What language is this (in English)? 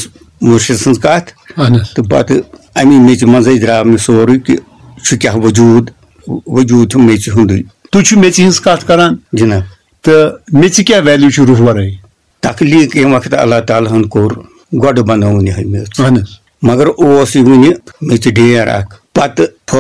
Kashmiri